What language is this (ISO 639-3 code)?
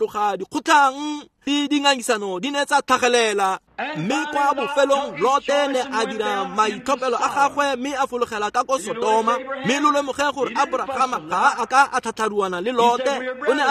tsn